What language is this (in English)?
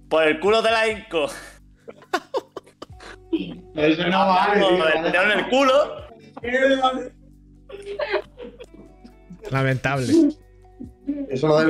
Spanish